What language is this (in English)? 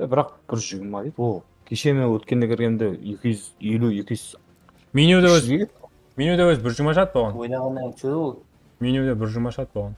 Kara-Kalpak